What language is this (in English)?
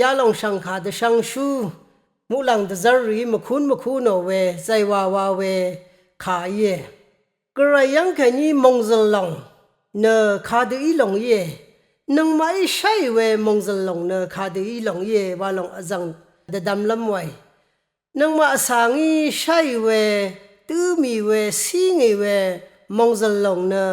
Rawang